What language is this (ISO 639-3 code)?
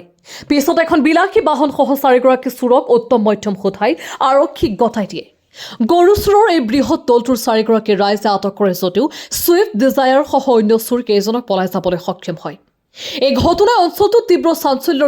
asm